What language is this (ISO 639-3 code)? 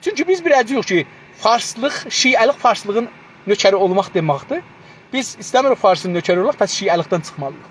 azb